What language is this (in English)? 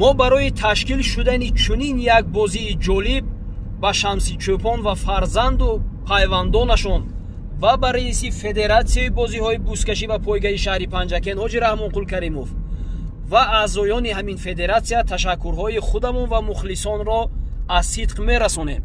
Tajik